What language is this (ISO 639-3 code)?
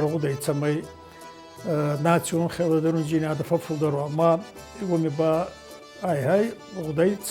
oss